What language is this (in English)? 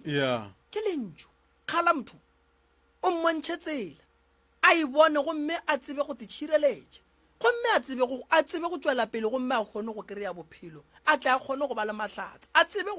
Northern Sotho